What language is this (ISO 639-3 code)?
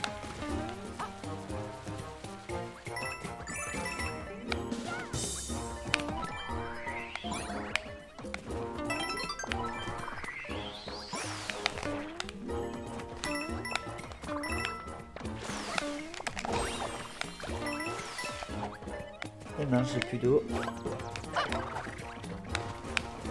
fra